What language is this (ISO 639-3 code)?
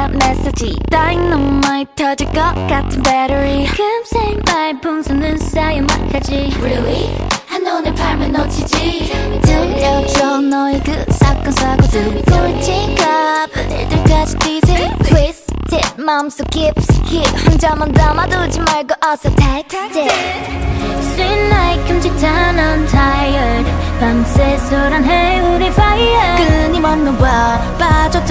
kor